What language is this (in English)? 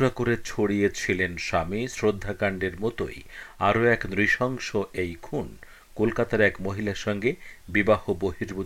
Bangla